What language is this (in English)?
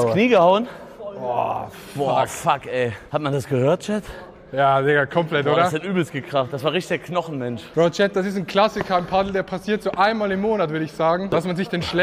Swiss German